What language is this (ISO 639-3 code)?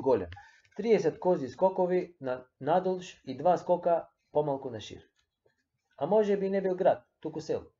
mkd